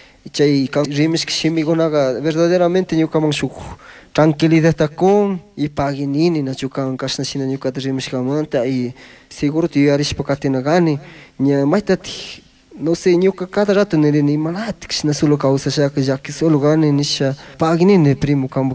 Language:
Chimborazo Highland Quichua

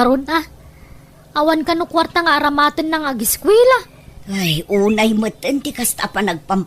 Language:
Iloko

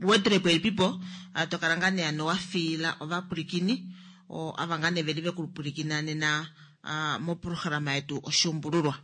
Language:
Kuanyama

